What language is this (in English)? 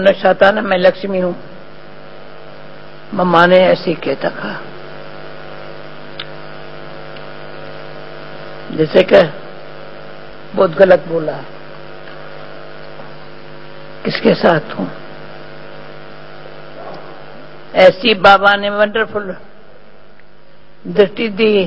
Hindi